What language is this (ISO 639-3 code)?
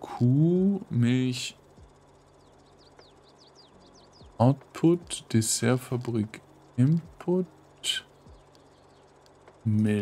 deu